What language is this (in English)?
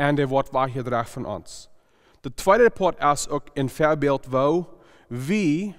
Plautdietsch